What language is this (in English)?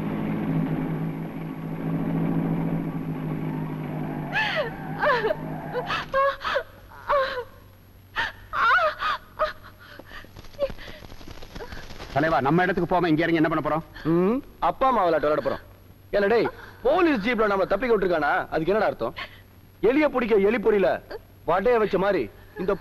Tamil